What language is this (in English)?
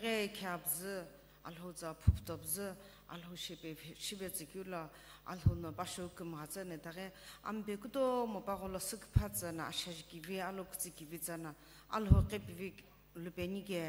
Sumi Naga